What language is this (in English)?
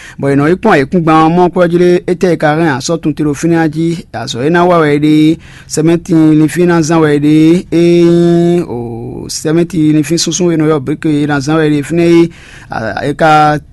Fon